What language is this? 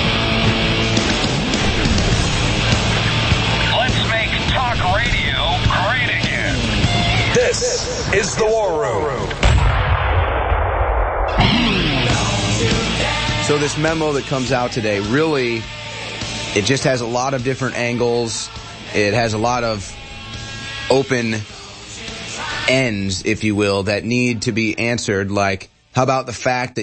English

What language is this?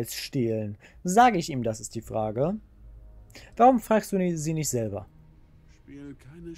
German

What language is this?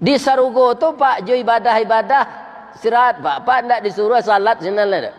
Minangkabau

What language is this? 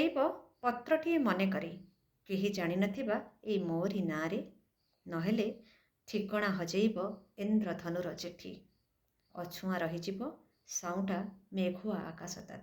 Odia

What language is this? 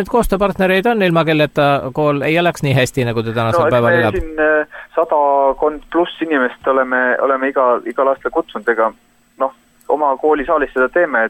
Estonian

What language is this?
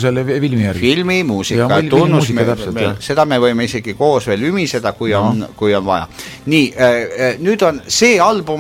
Estonian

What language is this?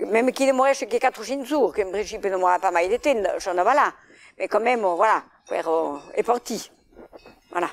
Occitan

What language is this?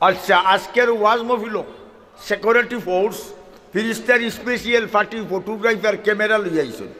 Sylheti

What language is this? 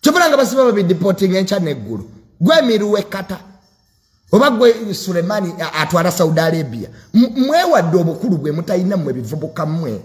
Ganda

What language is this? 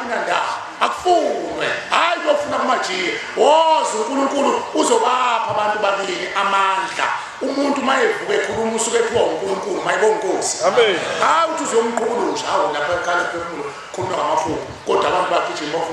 Zulu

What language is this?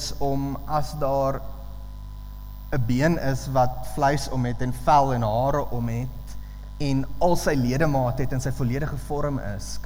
Afrikaans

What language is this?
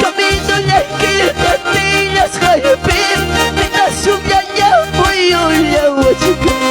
Ayacucho Quechua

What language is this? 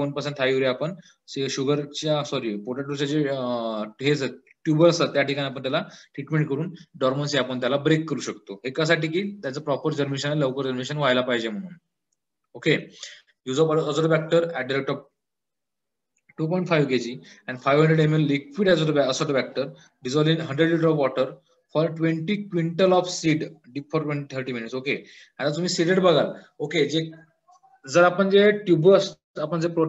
Marathi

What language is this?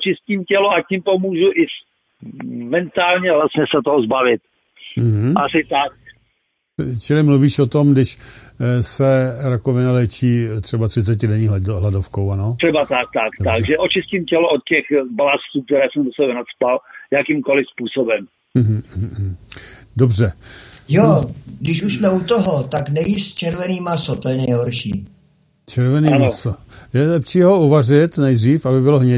Czech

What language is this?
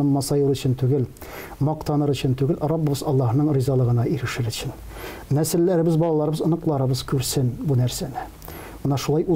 Tatar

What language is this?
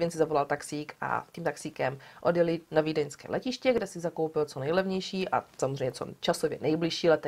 Czech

